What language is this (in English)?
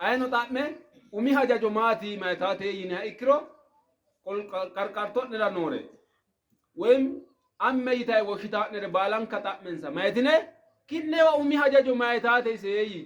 Sidamo